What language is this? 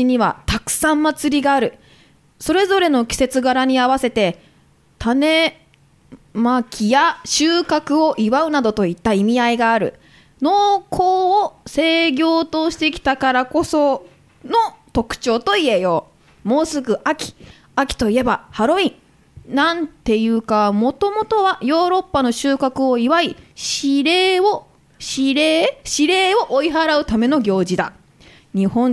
Japanese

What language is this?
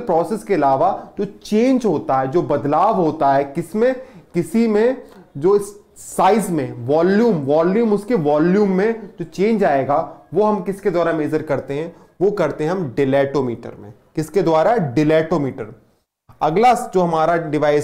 Hindi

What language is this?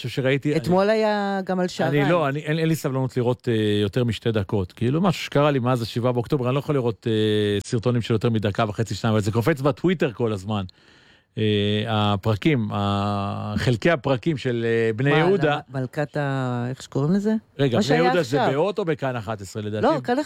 Hebrew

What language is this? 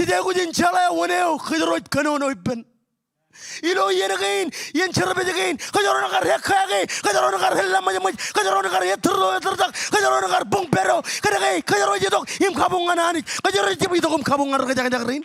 Marshallese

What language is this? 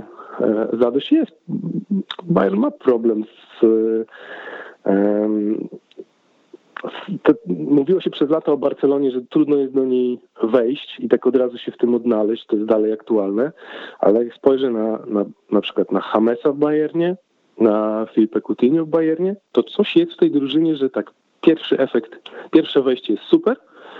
Polish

